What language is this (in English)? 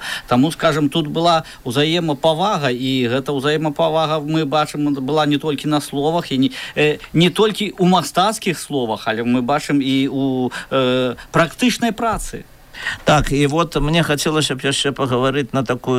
Belarusian